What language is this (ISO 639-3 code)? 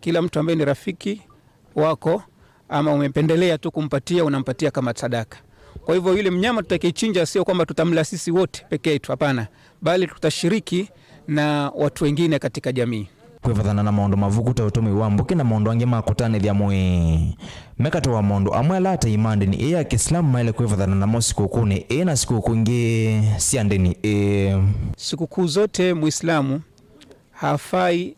kam